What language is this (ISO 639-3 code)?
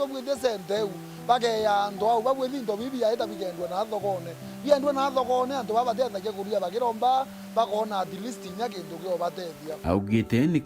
mer